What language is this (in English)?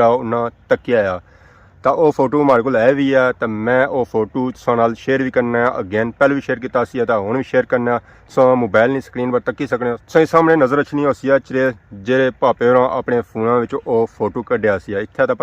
Pahari-Potwari